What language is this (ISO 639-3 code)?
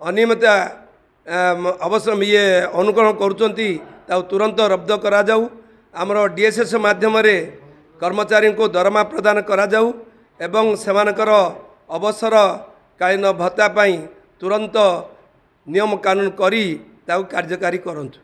ori